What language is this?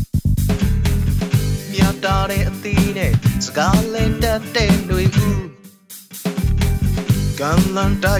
Burmese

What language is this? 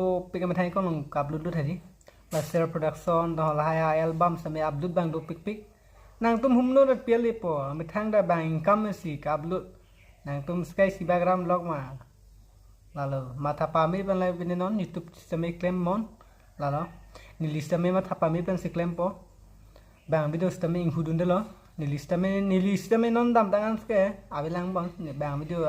Karbi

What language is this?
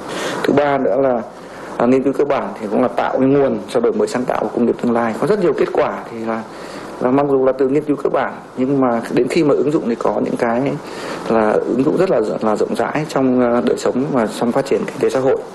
Vietnamese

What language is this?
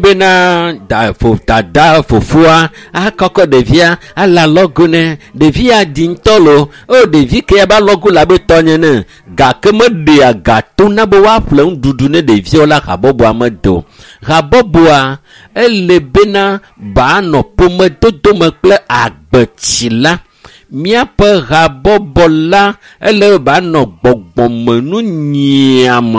Ewe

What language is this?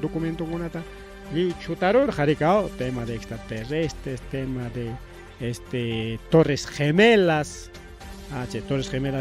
Ayacucho Quechua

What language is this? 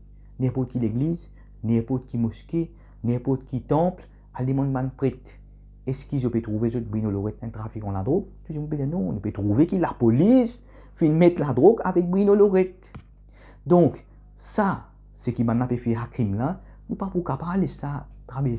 Morisyen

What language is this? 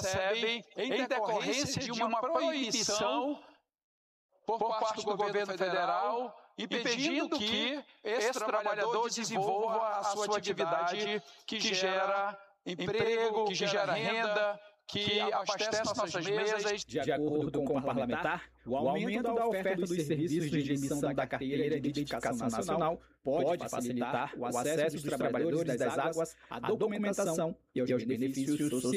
Portuguese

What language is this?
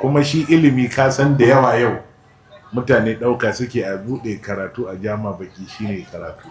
Hausa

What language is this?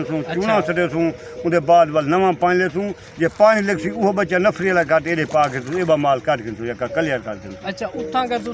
Saraiki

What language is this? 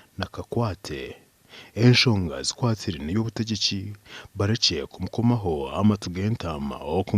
Nyankole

